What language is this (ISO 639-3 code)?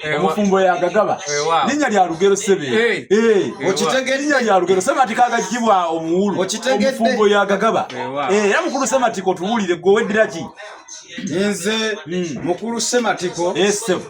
lug